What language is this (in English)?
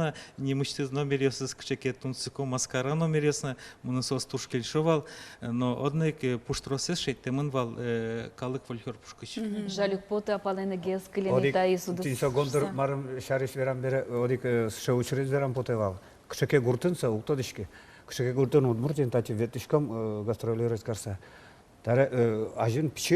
Udmurt